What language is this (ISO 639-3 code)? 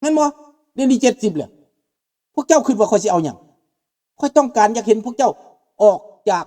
lao